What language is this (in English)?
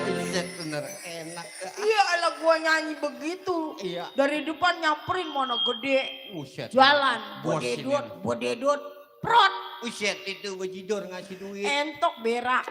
Betawi